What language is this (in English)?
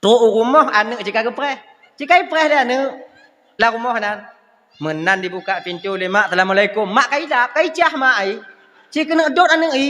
Achinese